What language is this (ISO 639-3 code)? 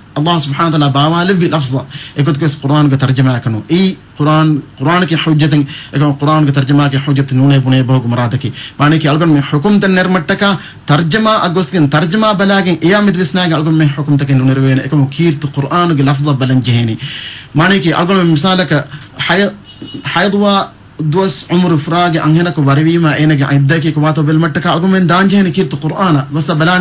div